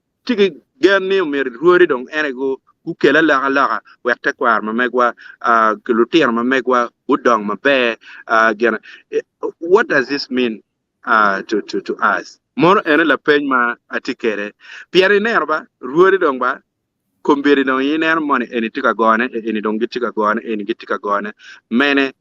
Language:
Acoli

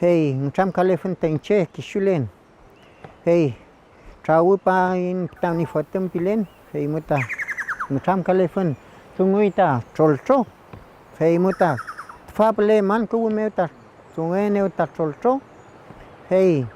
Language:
Mapuche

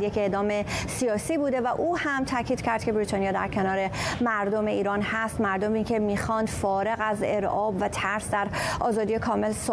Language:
Persian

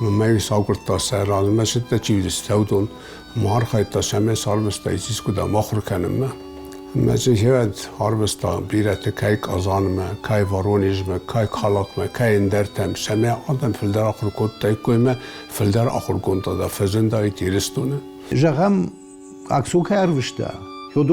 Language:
Ossetic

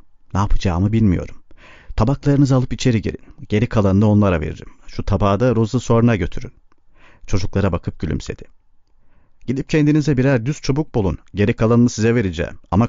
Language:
Turkish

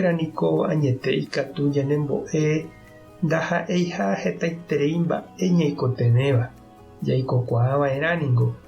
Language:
Guarani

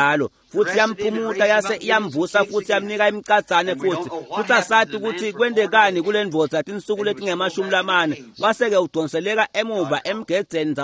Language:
Swati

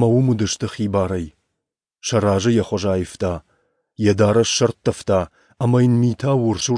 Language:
Ossetic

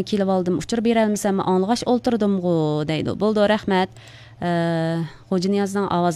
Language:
Uyghur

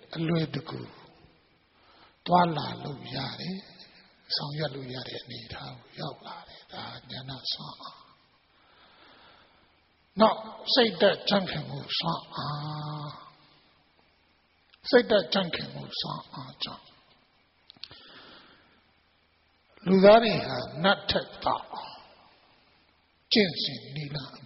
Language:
Burmese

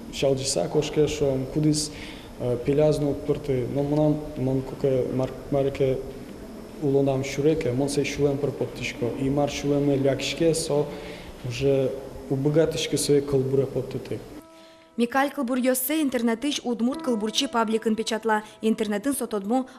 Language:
Udmurt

